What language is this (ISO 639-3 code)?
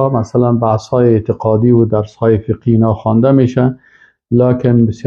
fas